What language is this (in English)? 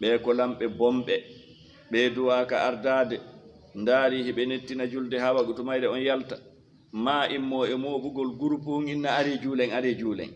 Fula